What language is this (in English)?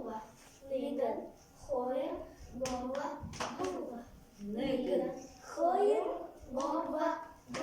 Buriat